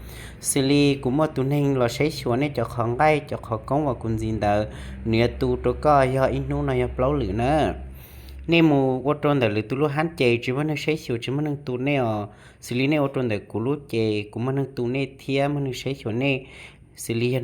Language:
Hmong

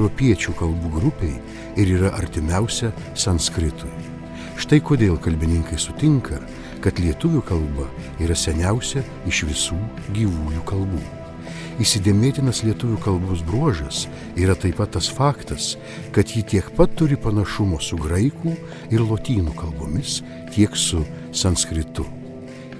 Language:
Lithuanian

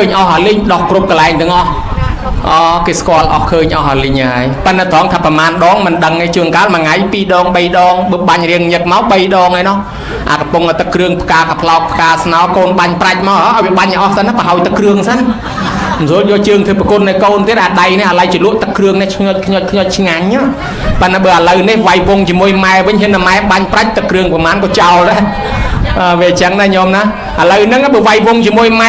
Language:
Khmer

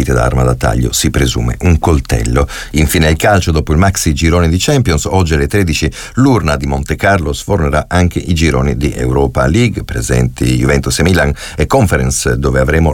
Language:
Italian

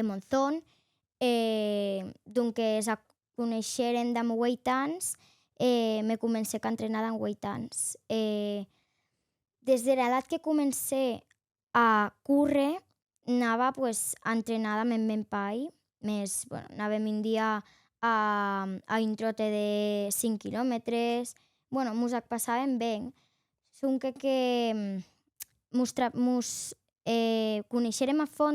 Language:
Occitan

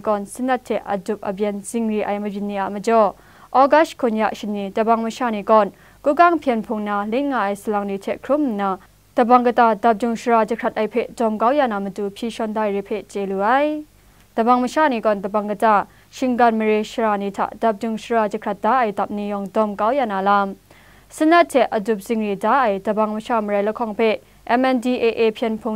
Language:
Kachin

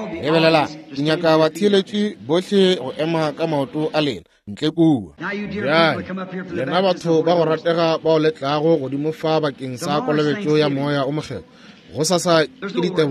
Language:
Northern Sotho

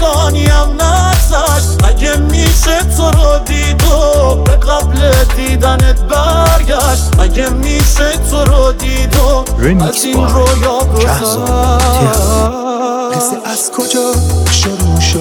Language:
Persian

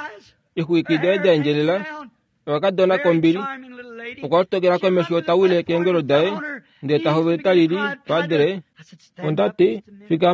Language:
Kuanyama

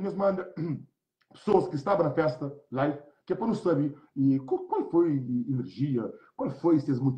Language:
Kabuverdianu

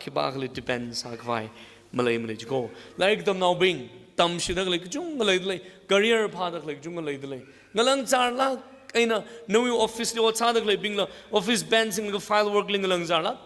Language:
Tangkhul Naga (India)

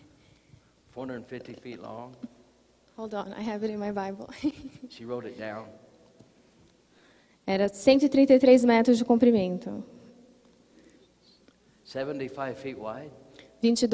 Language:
Portuguese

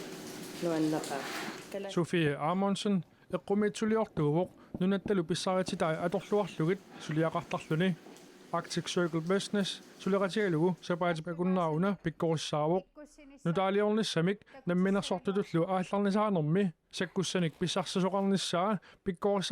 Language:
Kalaallisut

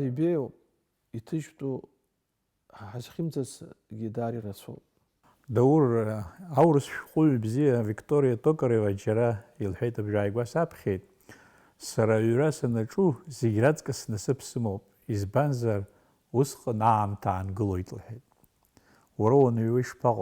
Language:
Abkhazian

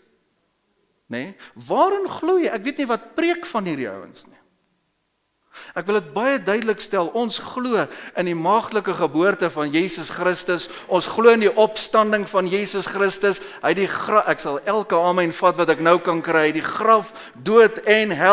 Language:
Afrikaans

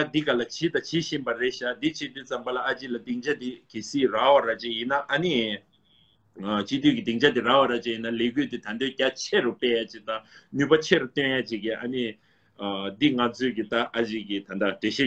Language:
Tibetan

